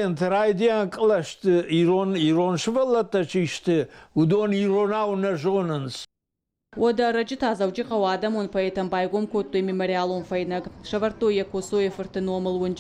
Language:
Ossetic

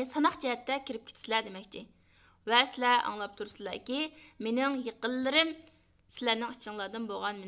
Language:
Uyghur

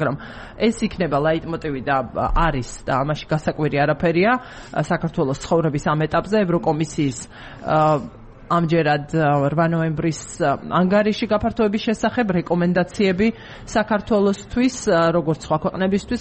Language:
Georgian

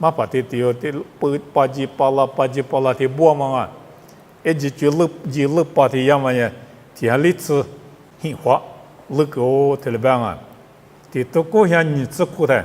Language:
Lisu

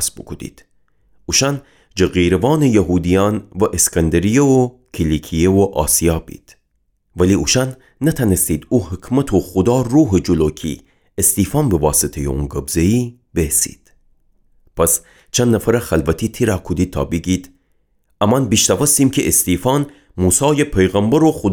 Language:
Gilaki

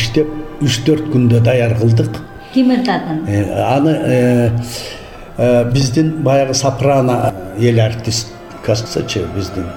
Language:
Kyrgyz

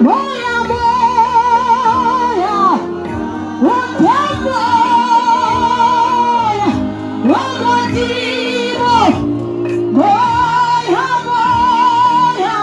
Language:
Tswana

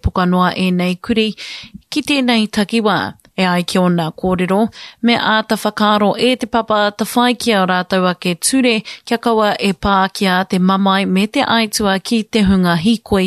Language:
Māori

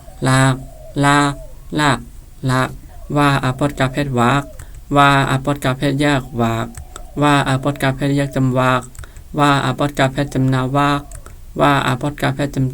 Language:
Shan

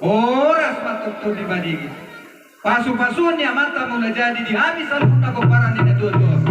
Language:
Batak Toba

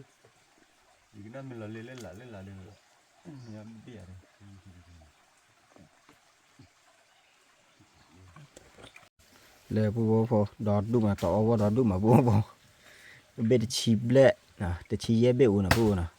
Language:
S'gaw Karen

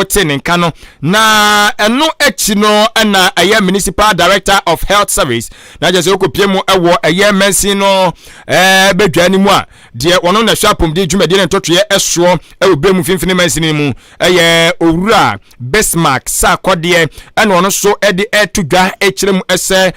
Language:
Akan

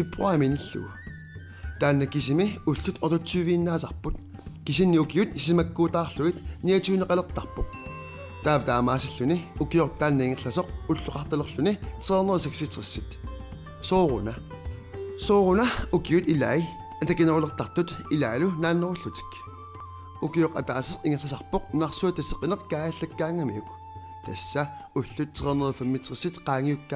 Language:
Kalaallisut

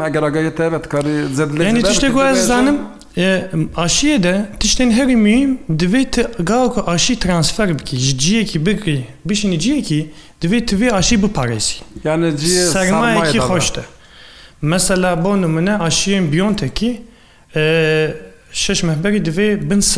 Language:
Kurdish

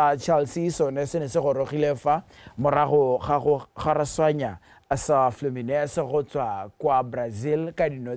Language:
Tswana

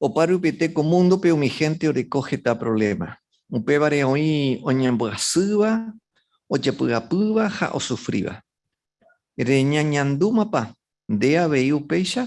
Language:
Guarani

